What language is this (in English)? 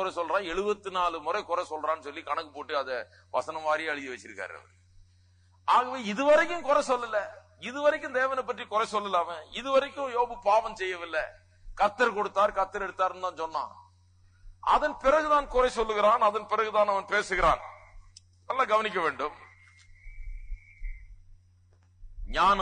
Tamil